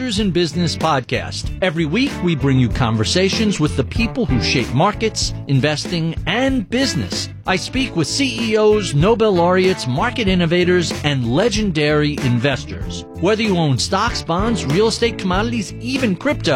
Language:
English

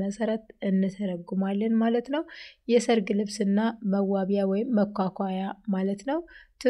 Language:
Amharic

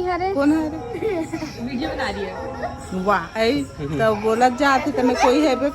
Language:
Chhattisgarhi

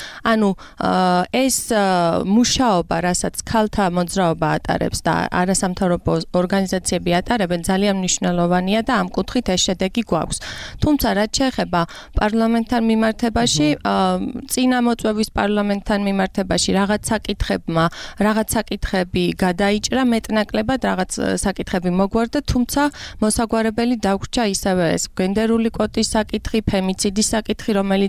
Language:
Georgian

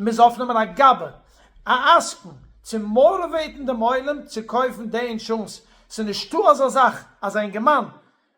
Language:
Yiddish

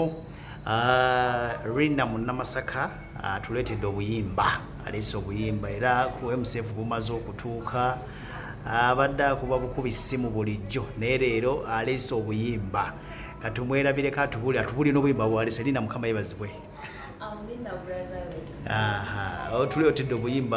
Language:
Ganda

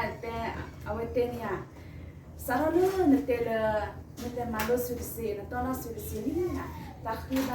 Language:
S'gaw Karen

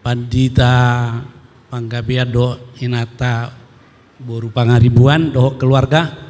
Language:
Batak Toba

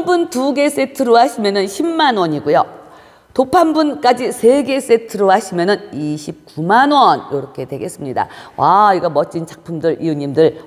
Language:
Korean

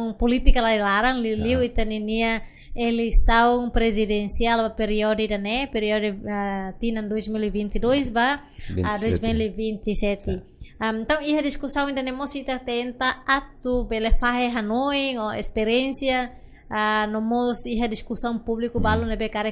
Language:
Tetum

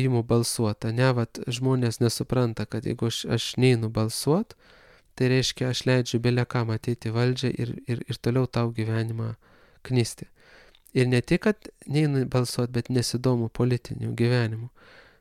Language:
Lithuanian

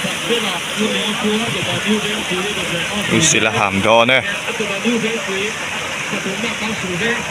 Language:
Mizo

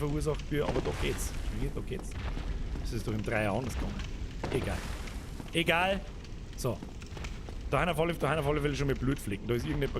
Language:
Bavarian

